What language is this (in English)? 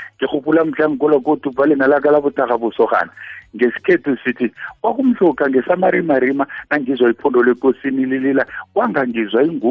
South Ndebele